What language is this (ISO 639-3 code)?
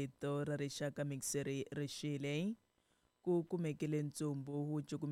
tso